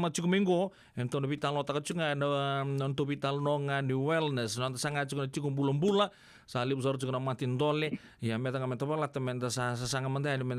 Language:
Fijian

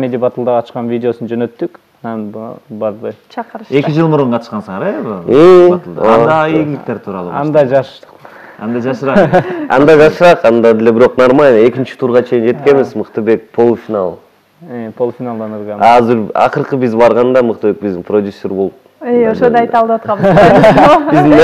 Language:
Kyrgyz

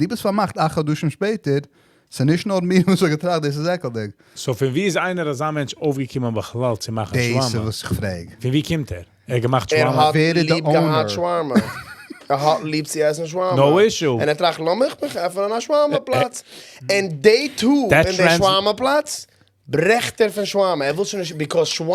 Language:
Yiddish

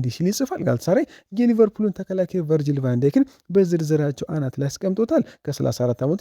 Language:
Amharic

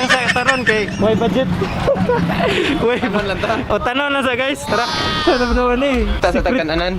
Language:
Cebuano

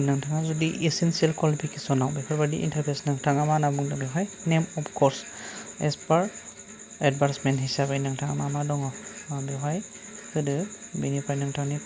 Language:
Bodo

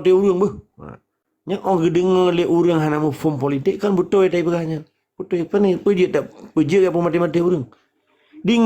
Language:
Achinese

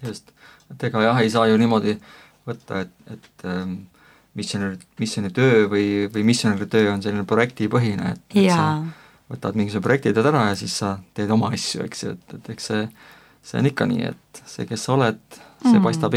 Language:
Estonian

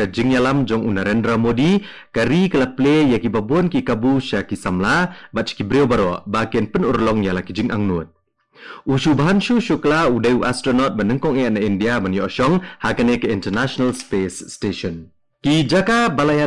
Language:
Khasi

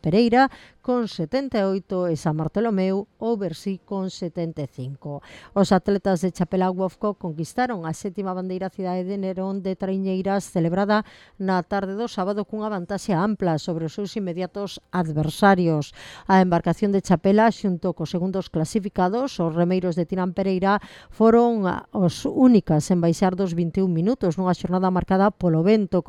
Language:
Galician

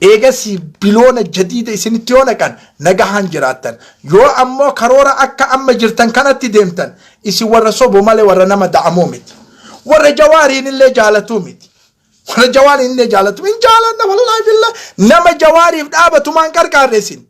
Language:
Oromo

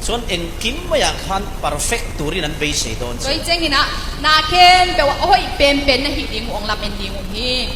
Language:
Mizo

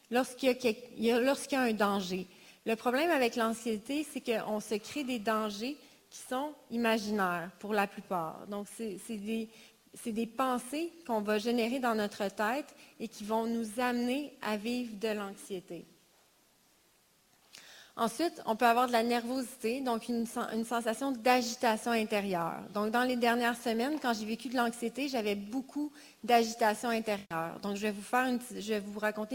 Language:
French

